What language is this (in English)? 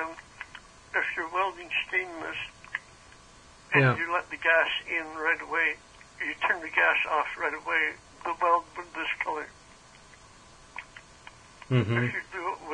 English